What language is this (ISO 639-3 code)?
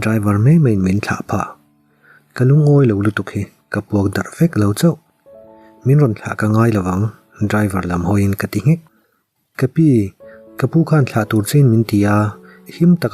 lus